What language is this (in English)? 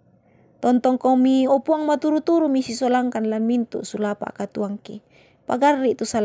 Toraja-Sa'dan